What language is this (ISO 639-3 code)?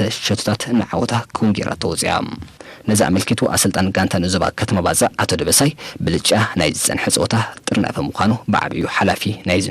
tir